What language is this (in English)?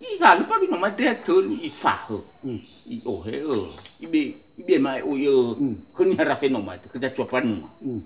Nias